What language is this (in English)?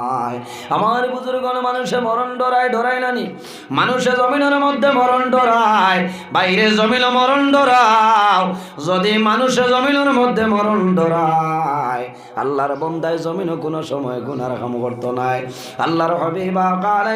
Sylheti